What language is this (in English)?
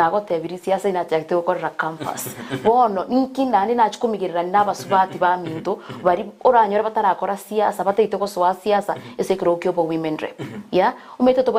Gusii